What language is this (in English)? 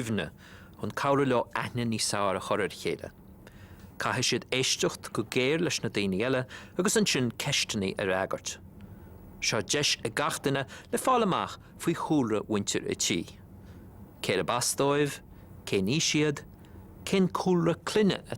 Irish